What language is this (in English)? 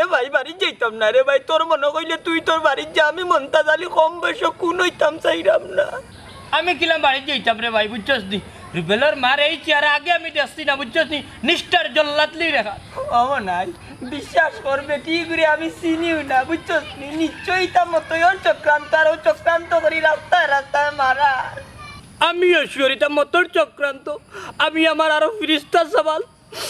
Sylheti